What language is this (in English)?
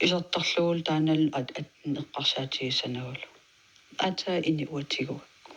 Kalaallisut